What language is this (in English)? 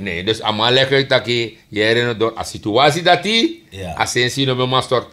Sranan Tongo